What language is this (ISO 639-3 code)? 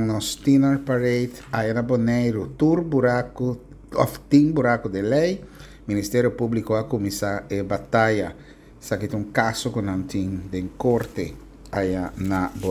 pap